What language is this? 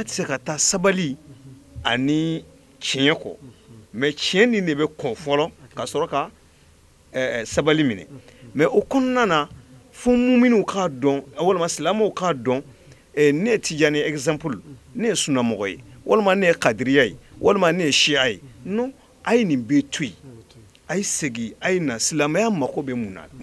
Bambara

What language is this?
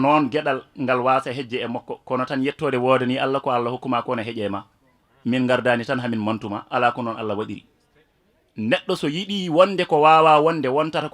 Fula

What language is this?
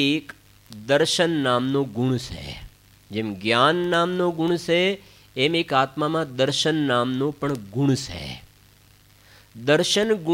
Gujarati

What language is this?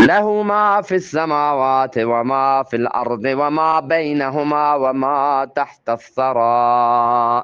Eastern Balochi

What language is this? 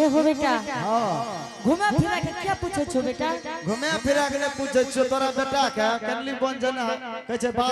Angika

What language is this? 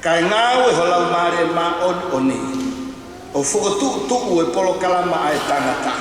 Tongan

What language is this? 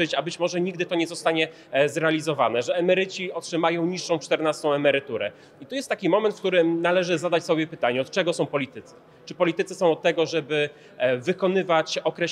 Polish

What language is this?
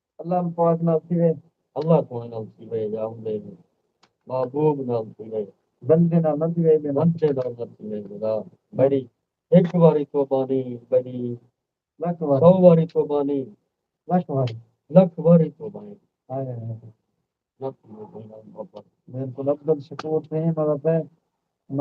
Saraiki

